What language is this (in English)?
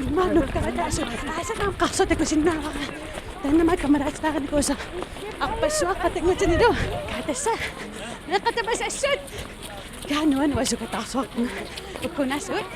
Kalaallisut